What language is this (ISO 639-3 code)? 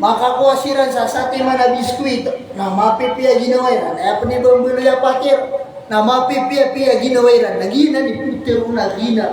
mrw